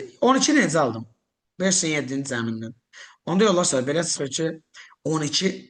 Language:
Azerbaijani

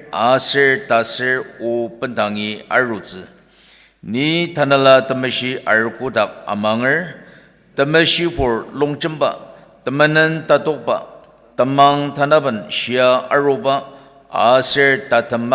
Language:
Ao Naga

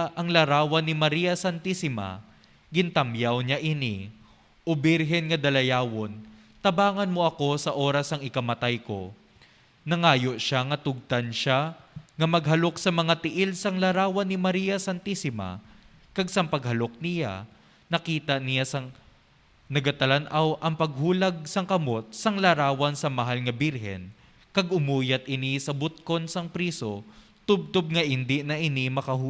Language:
Hiligaynon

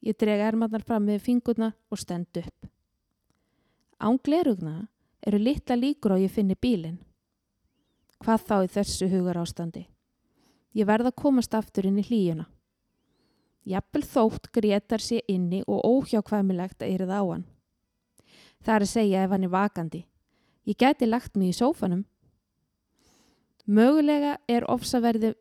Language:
Icelandic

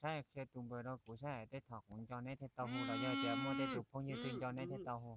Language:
Hmong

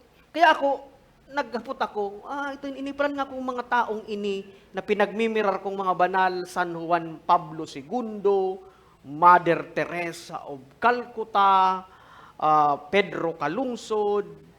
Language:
Bikol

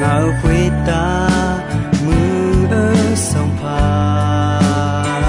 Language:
Akha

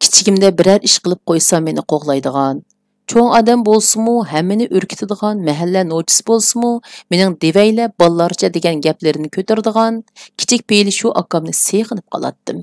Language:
Uyghur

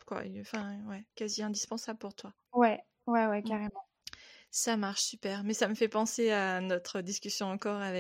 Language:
French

